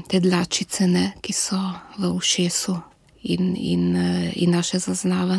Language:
Slovenian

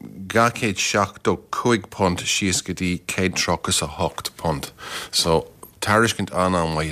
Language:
Irish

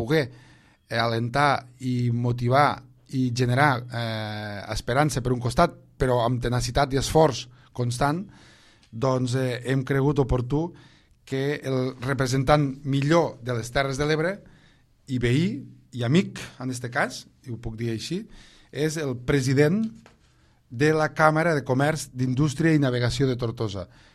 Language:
Catalan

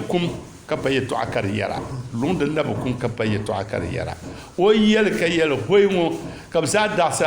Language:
Dagbani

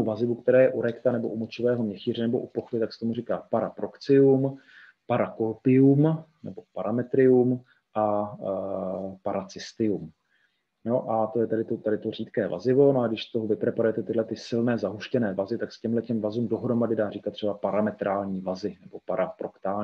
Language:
Czech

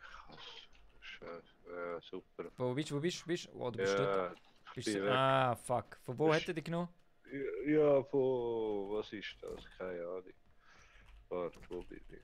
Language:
Swiss German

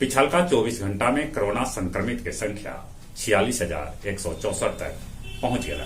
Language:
Magahi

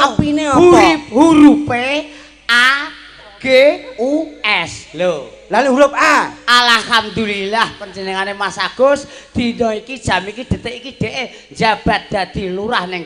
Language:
Javanese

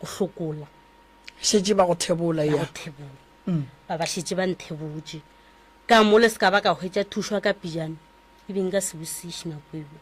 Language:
Northern Sotho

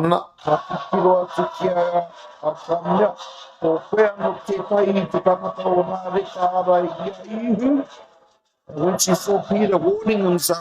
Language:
Māori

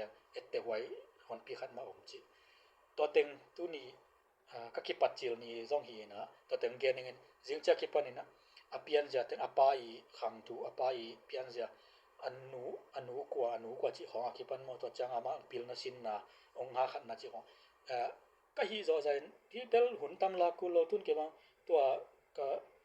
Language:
Tedim Chin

